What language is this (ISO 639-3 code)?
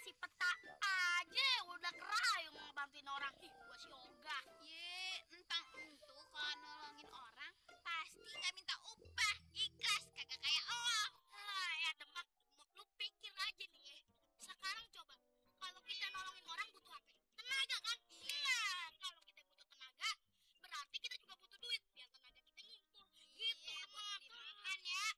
bew